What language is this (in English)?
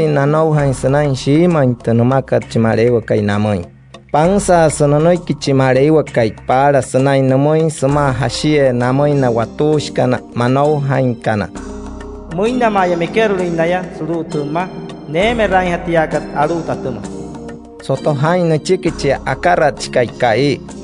Wayuu